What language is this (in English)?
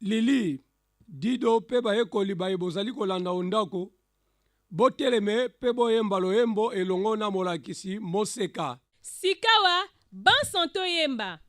Lingala